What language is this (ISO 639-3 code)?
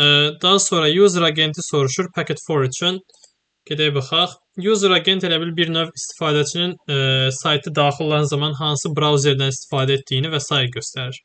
aze